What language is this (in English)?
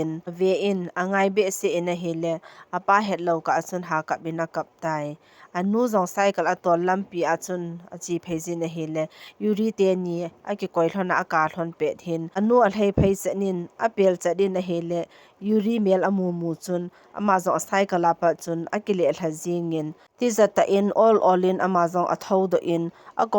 Thado Chin